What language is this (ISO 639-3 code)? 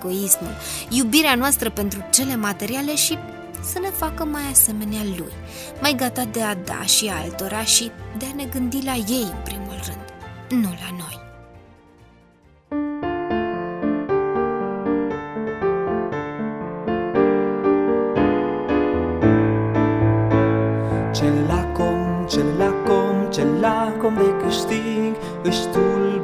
ron